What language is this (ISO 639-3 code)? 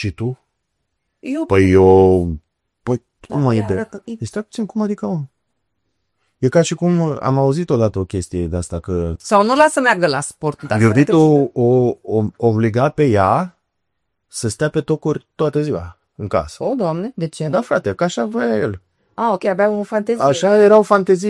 ron